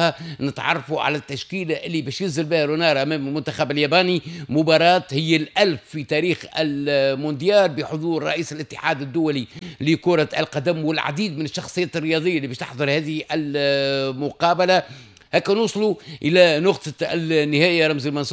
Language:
Tunisian Arabic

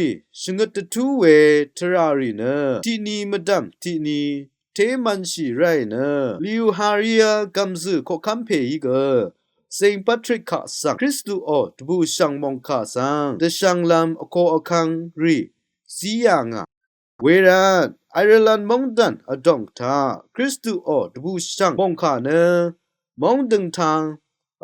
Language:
Rawang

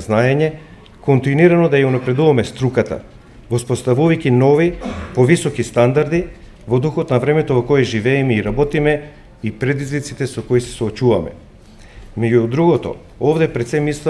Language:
Macedonian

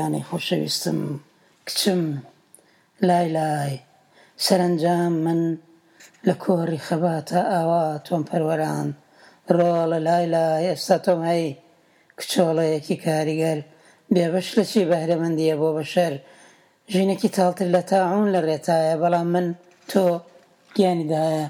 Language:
Central Kurdish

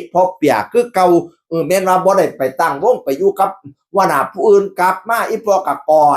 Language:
Northeastern Thai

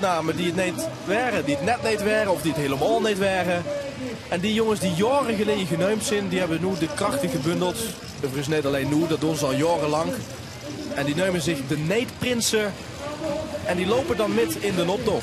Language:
Limburgish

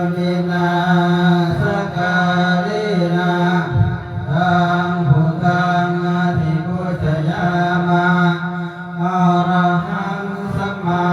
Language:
Pali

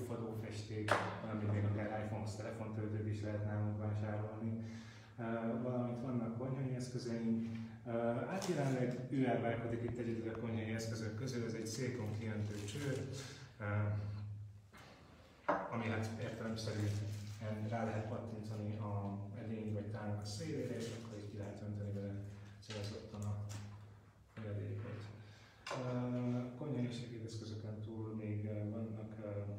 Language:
Hungarian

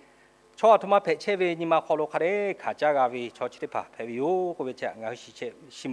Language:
Lahu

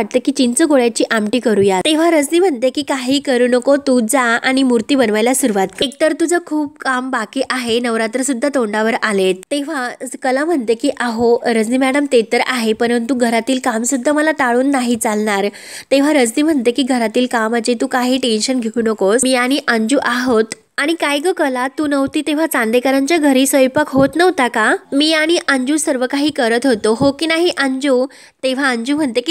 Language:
Marathi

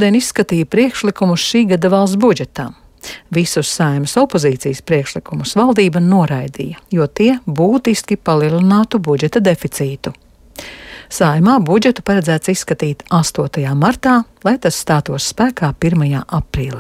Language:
Latvian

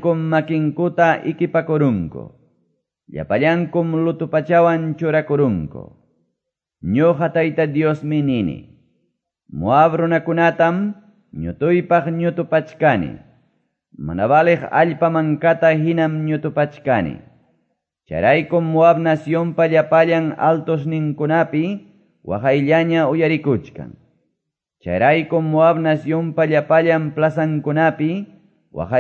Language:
Quechua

